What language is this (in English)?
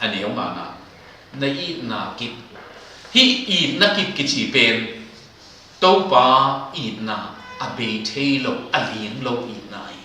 Tedim Chin